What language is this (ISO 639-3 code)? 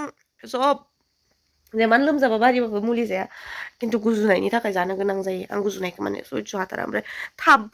brx